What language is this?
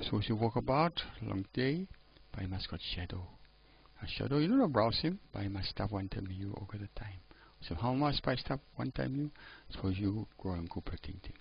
Tok Pisin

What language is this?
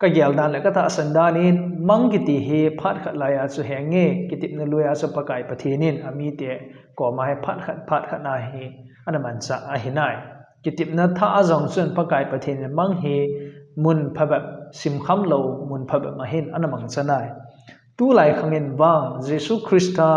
Thado Chin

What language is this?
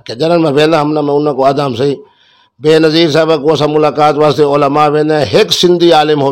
Saraiki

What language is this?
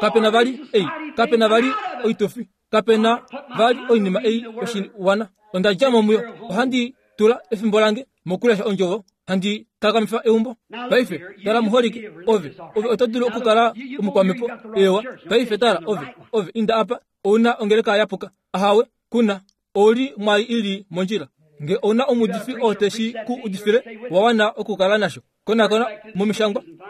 Kuanyama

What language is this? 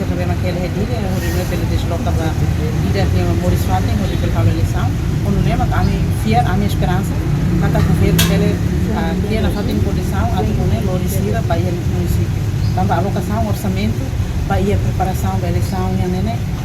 Tetum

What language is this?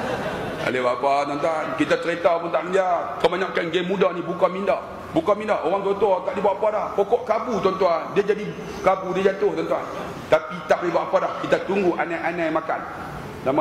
Malay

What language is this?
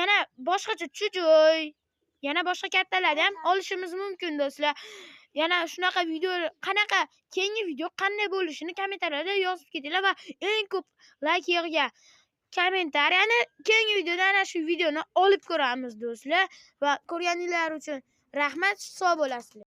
Uzbek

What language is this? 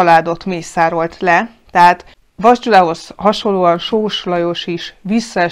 Hungarian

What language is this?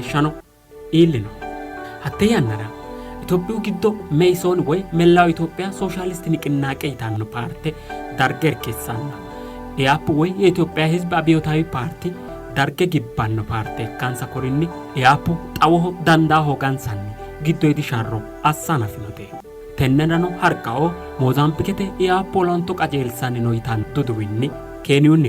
Sidamo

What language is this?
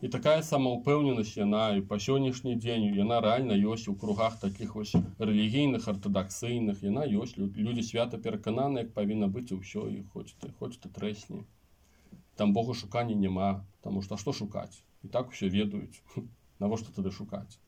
Belarusian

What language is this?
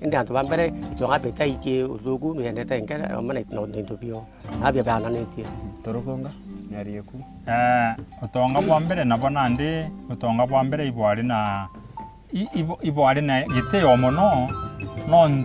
Meru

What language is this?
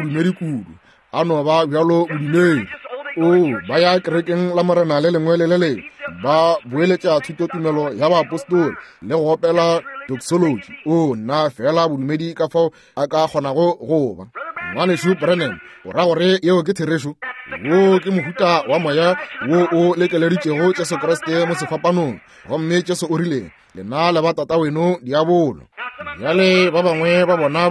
Northern Sotho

